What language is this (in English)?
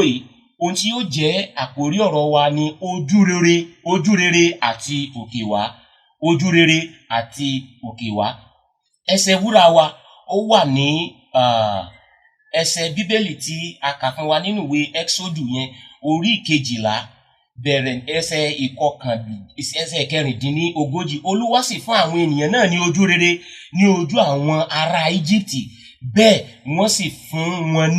Yoruba